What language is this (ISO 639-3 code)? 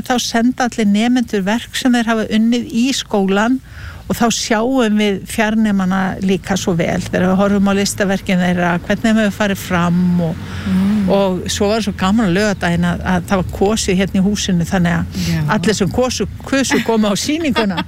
isl